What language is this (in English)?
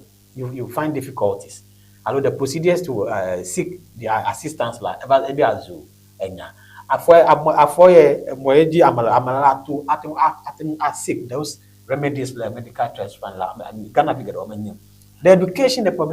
Ewe